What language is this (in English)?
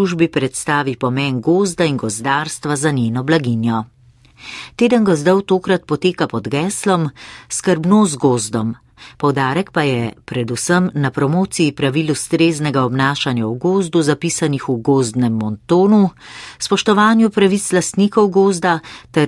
Slovenian